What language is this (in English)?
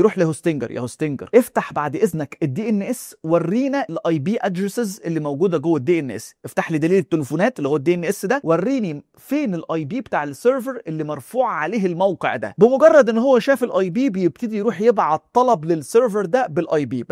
Egyptian Arabic